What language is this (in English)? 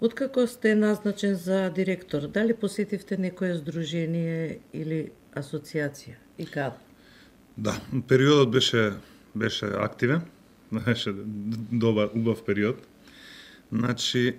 Macedonian